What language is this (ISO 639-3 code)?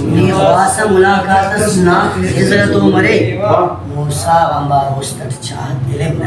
brh